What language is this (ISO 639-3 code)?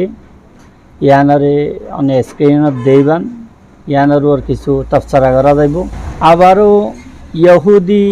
rhg